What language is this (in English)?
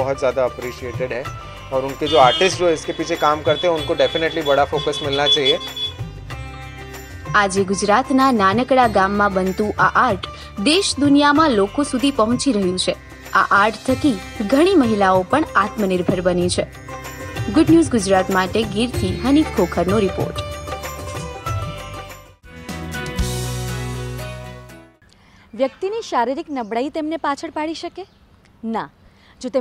Gujarati